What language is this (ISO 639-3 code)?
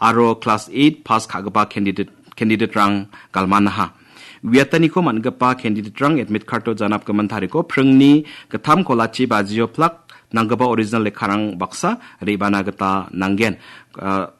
grt